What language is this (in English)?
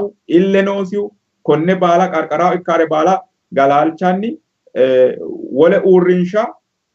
Sidamo